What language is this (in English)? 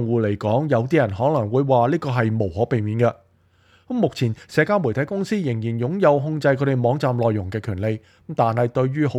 Cantonese